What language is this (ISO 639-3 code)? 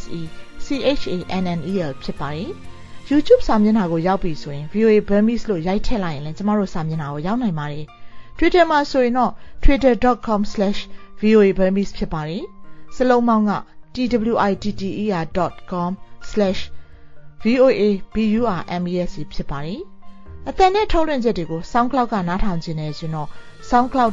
mya